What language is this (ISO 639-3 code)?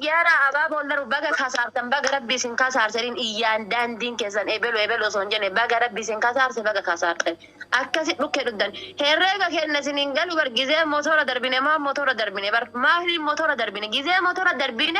orm